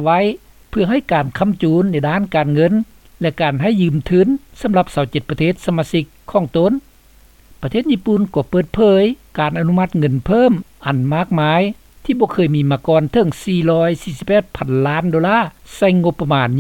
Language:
Lao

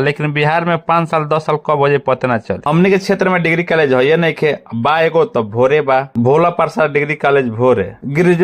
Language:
Bhojpuri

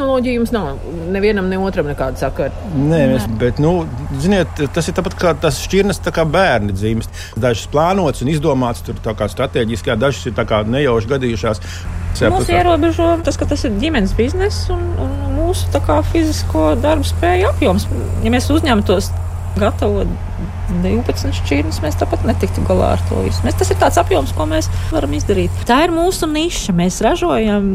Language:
Latvian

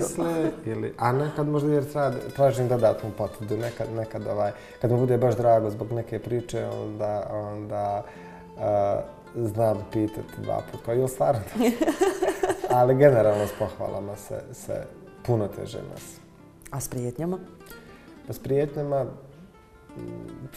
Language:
Bosnian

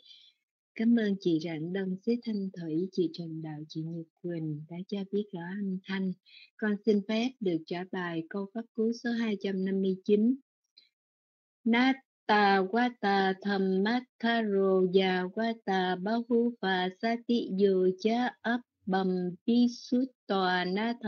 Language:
Vietnamese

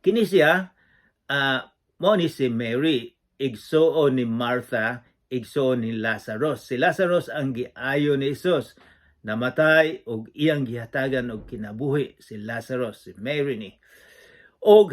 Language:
Cebuano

